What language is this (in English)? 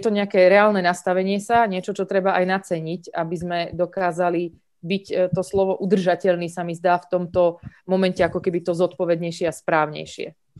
Slovak